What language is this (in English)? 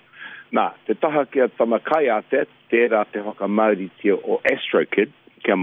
Māori